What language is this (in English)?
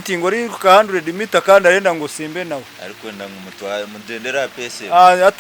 Nyankole